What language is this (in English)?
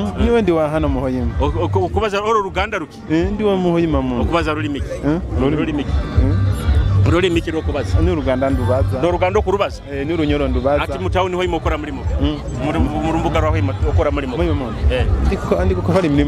Nyoro